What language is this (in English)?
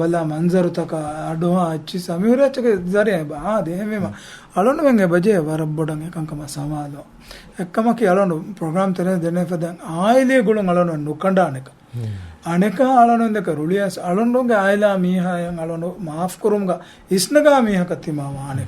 Divehi